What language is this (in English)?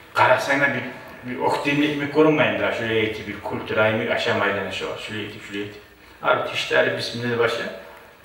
Kumyk